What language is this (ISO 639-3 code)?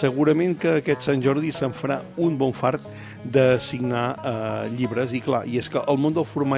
cat